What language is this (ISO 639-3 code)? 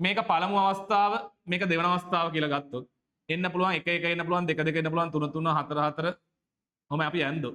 sin